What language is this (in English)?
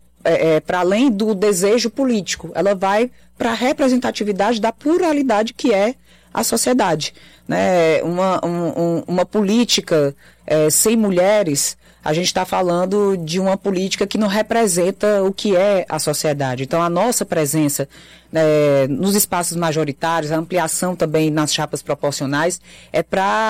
Portuguese